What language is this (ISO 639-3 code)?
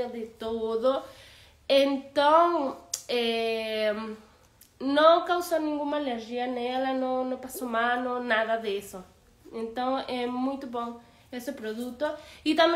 por